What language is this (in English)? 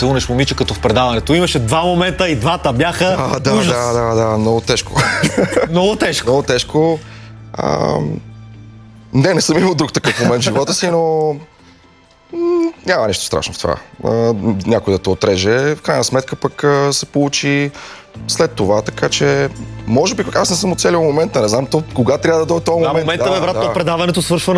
Bulgarian